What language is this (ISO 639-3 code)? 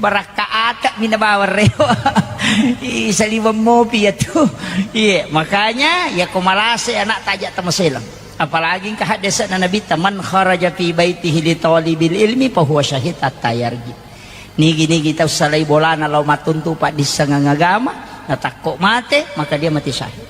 bug